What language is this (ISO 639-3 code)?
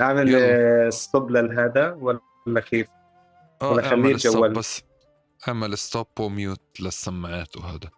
apc